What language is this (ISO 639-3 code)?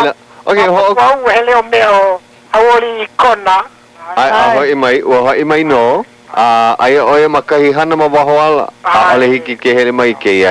haw